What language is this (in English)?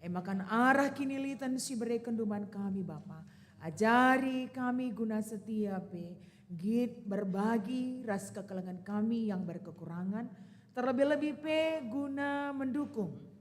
Batak Karo